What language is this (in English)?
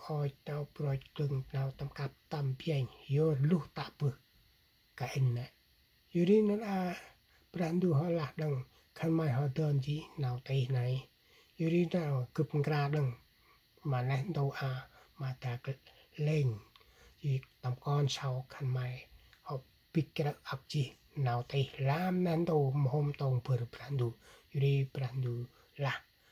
Central Mnong